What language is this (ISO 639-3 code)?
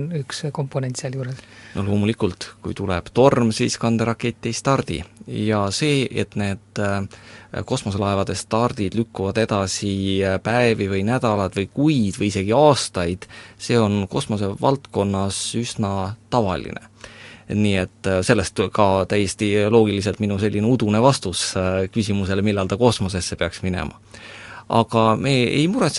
est